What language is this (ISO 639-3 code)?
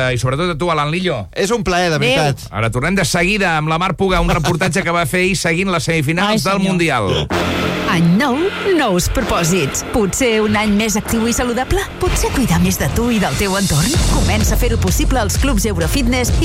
cat